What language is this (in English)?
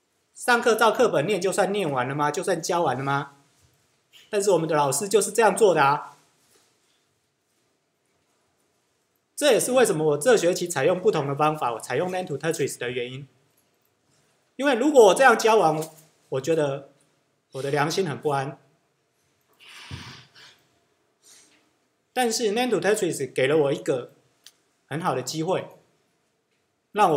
Chinese